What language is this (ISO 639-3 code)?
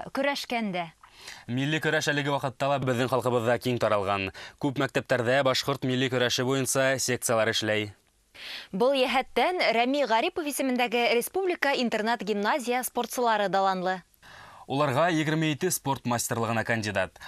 bak